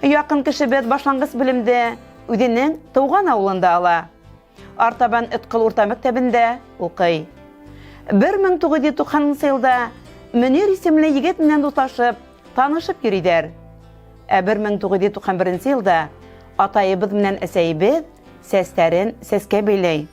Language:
Bashkir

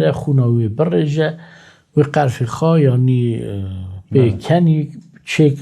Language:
Kurdish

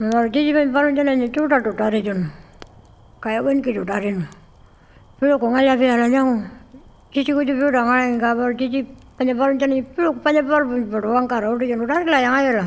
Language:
Pitjantjatjara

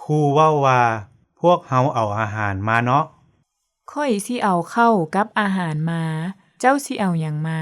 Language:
Lao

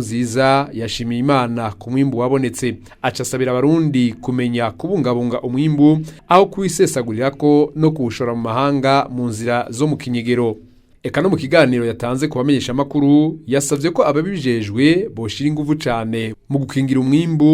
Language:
Rundi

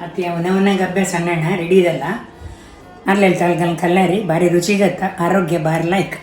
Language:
Konkani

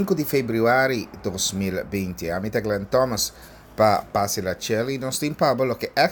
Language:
Papiamento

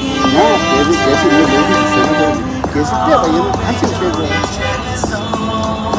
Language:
Tibetan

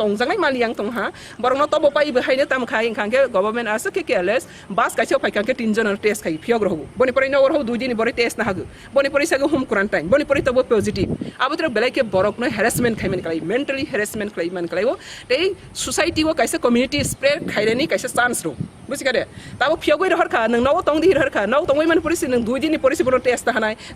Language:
Kok Borok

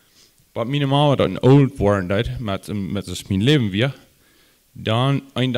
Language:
Plautdietsch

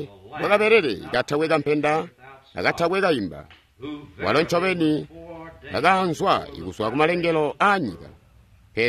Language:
Tonga (Zambia)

